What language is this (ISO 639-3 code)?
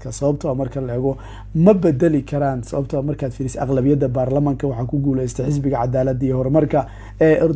som